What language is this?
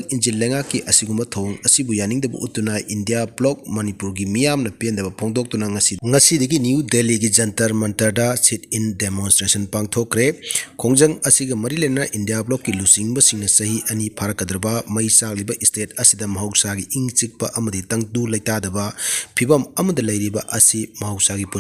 Manipuri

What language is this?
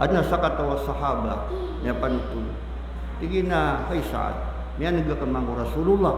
Maranao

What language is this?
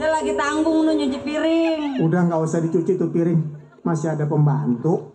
Betawi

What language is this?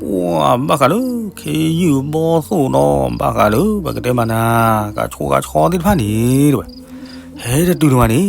S'gaw Karen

